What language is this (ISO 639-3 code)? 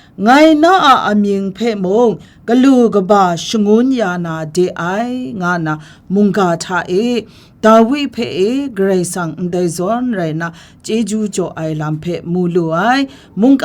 kac